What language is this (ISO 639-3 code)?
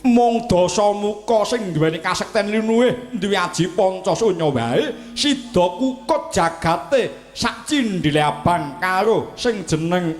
jav